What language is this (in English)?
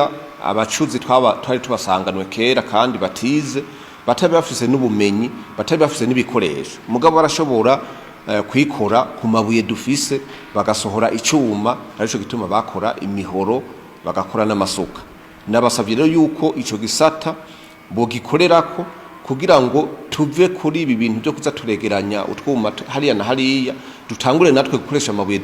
Rundi